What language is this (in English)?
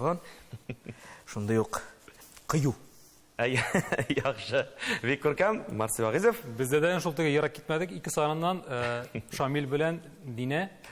Tatar